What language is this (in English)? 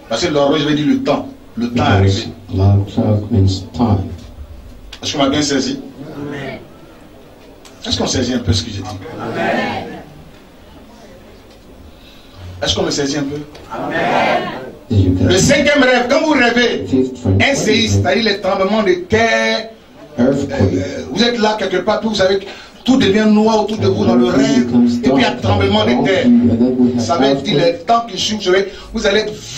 French